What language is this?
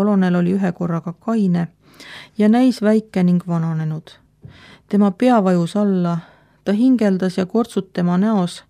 Estonian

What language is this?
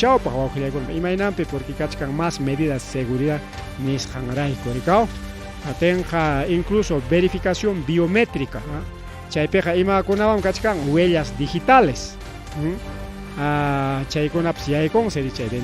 Ayacucho Quechua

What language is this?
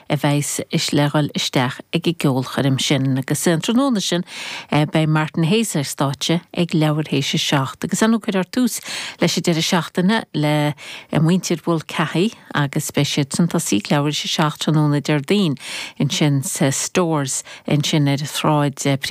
Irish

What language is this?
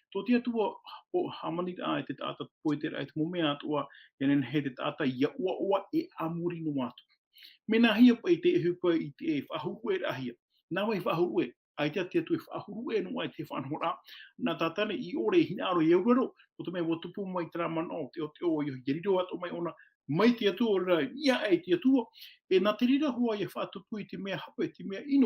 Tahitian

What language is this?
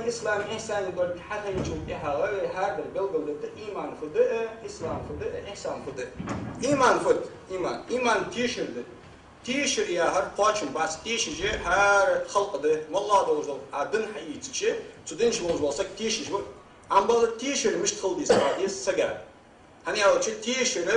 Ingush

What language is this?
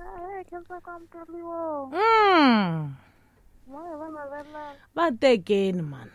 Tsonga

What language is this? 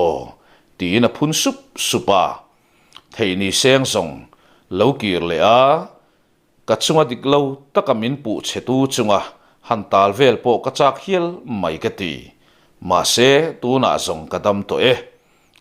Mizo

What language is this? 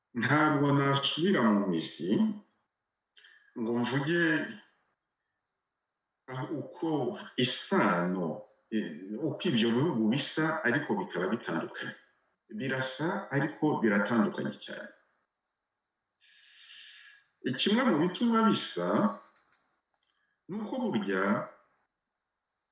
Kinyarwanda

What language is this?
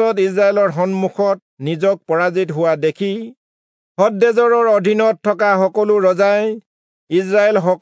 Assamese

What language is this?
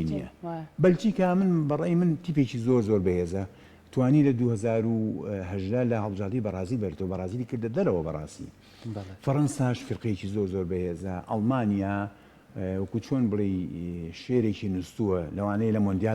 Central Kurdish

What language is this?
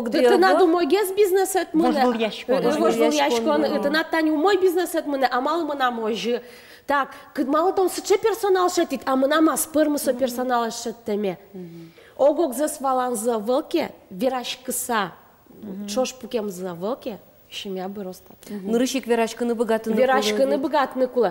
Udmurt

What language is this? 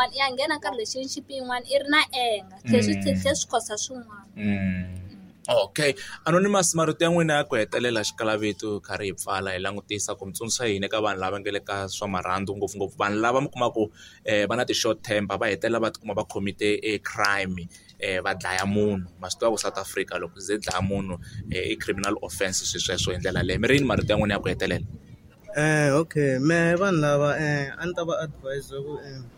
Tsonga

